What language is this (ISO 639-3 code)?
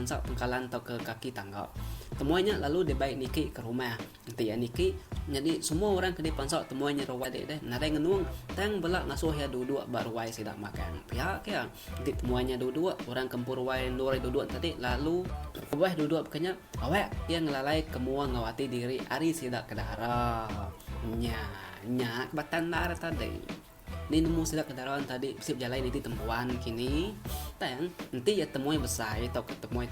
iba